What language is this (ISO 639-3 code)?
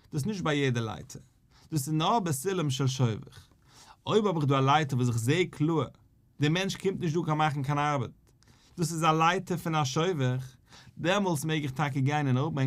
yid